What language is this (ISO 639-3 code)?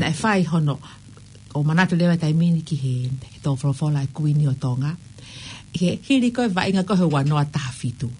ton